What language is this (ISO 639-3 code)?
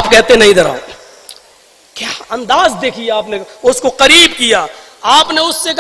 urd